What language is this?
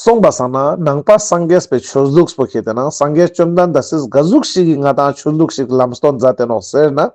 Ladakhi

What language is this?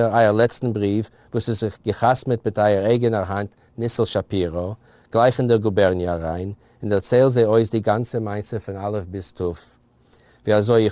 Yiddish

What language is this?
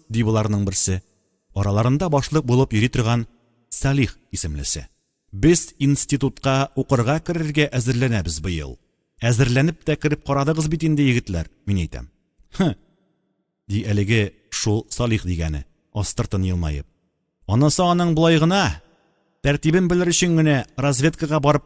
Tatar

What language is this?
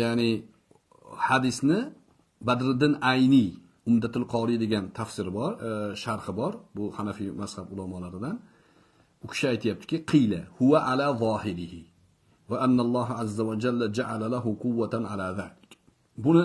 Uzbek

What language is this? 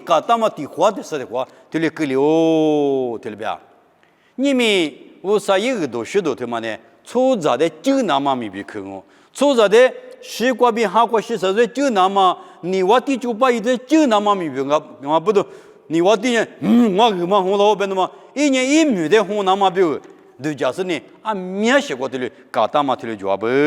Lisu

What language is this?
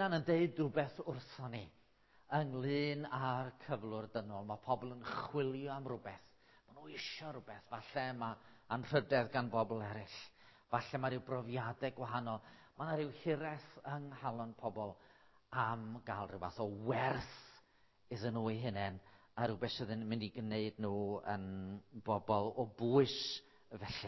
Welsh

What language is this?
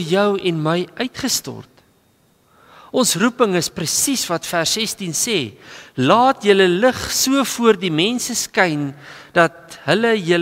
Afrikaans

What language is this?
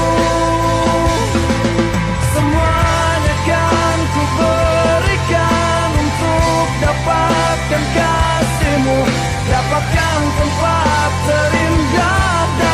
Indonesian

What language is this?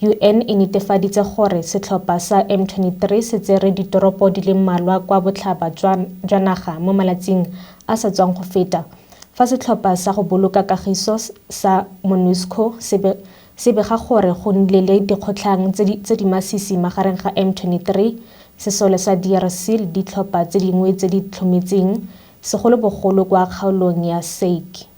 Tswana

